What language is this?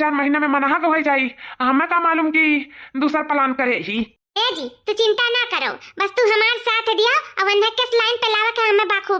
Awadhi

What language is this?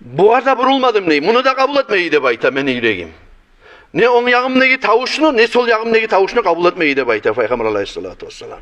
Kumyk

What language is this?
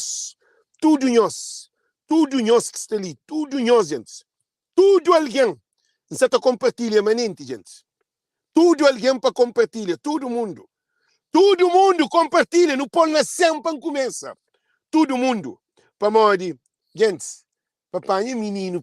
Kabuverdianu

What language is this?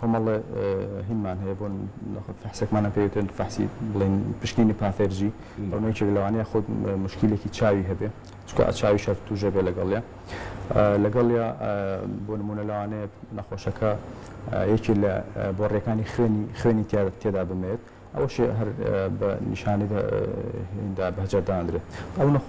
Central Kurdish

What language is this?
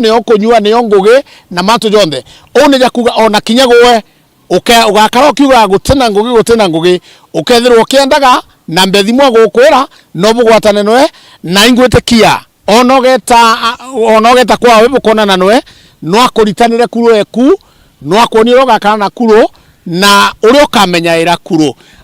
Meru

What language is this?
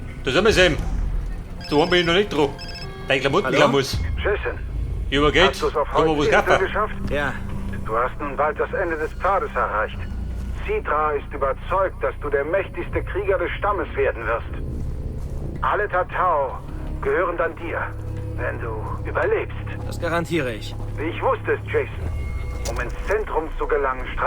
Bavarian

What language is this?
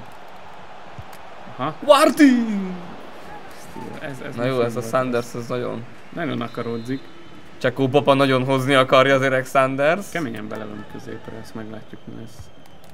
Hungarian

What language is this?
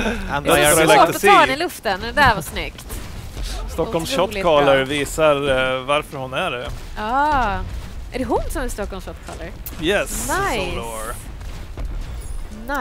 Swedish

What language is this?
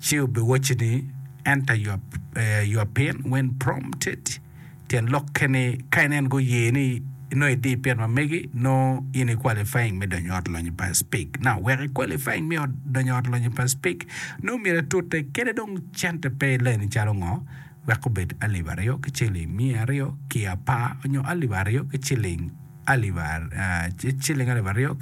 Acoli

